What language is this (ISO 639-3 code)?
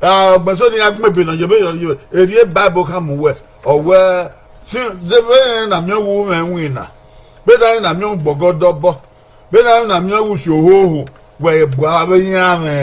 bin